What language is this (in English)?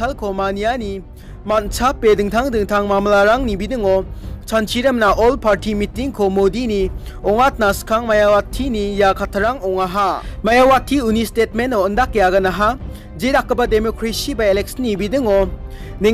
Garo